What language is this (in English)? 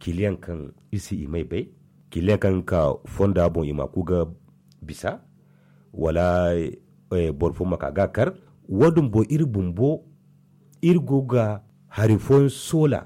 Zarma